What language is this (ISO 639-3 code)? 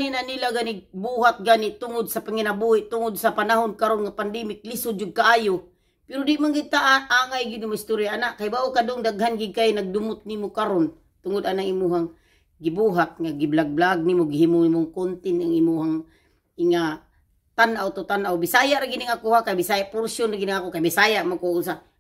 ceb